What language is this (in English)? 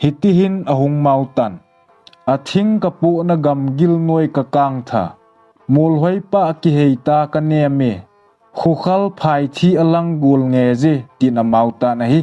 Thado Chin